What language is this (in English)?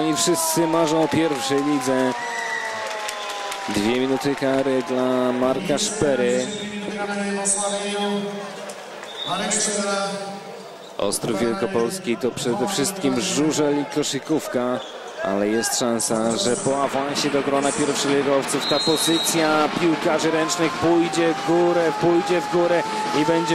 Polish